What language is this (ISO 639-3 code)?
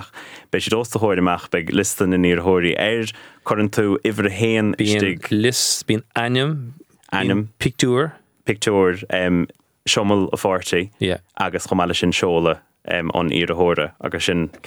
gle